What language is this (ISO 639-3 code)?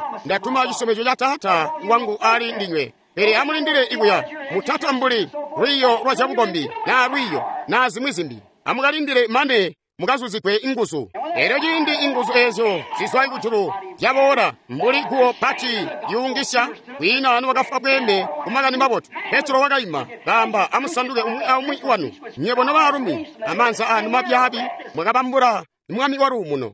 toi